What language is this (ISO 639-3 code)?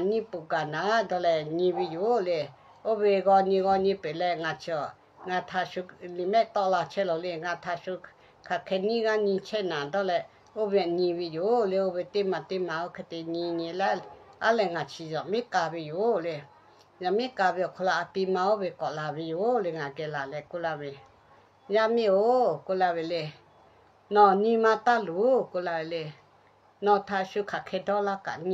lhu